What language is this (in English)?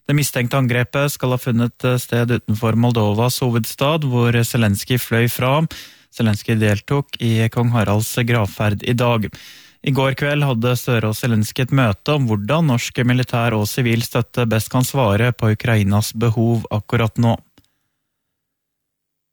Norwegian